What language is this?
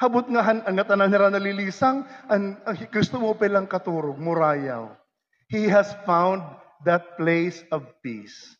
Waray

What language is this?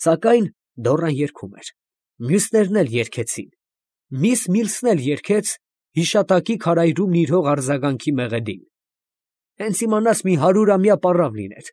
Armenian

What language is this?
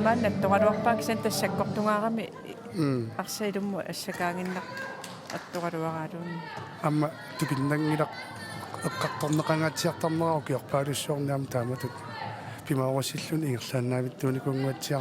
Kalaallisut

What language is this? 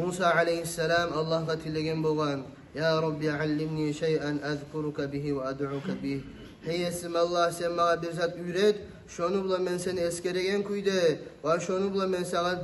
Kumyk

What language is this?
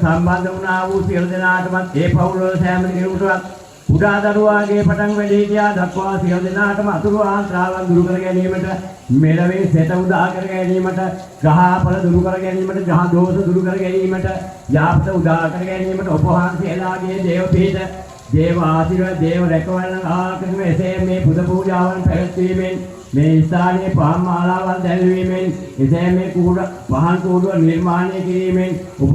Sinhala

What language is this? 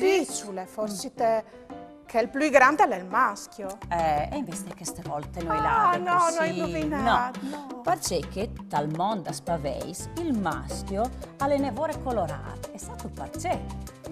Friulian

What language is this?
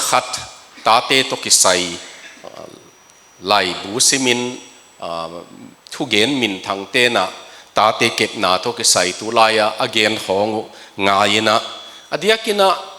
Tedim Chin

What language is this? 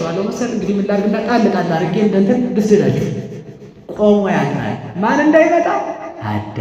Amharic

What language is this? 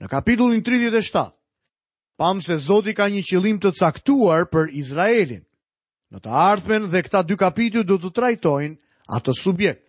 Albanian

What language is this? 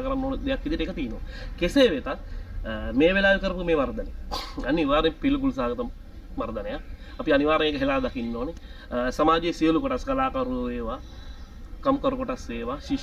Sinhala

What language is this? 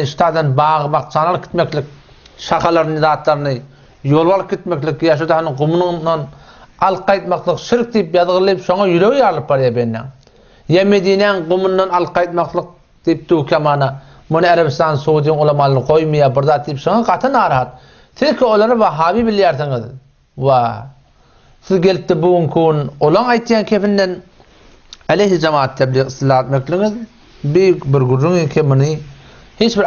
Turkmen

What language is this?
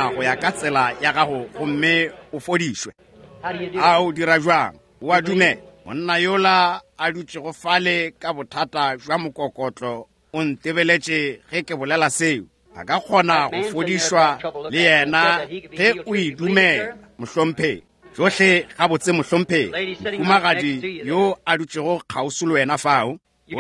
Northern Sotho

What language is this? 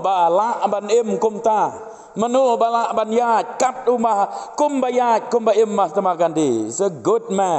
Khasi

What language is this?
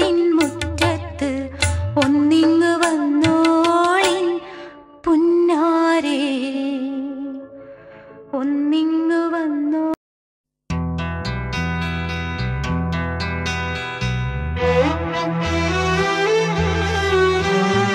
Malayalam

